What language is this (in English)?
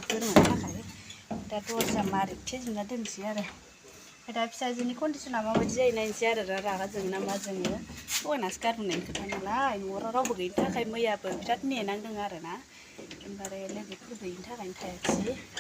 Bodo